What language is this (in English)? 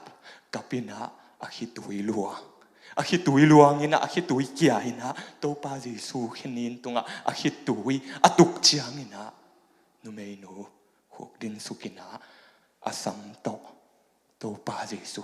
Tedim Chin